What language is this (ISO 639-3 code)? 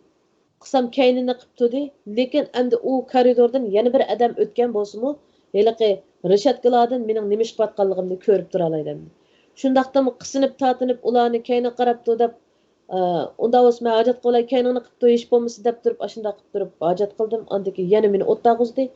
uig